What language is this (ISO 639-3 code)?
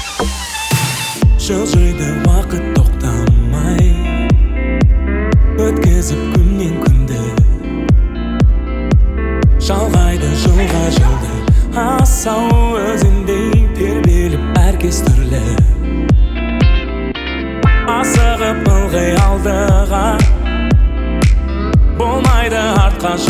kaz